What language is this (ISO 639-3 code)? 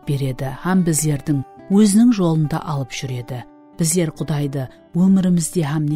kaa